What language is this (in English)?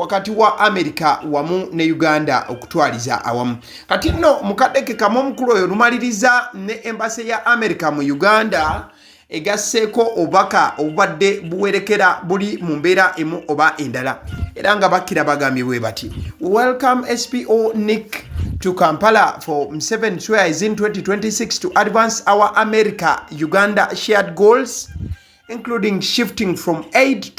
Ganda